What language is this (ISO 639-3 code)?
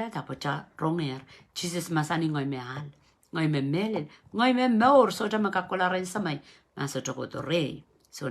pon